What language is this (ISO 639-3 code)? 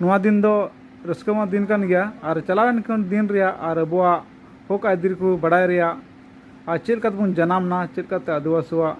sat